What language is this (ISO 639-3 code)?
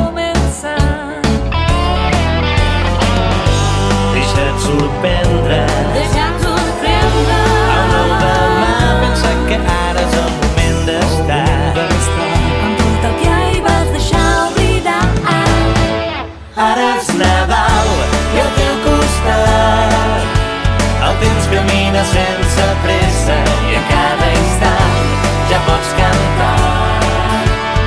cat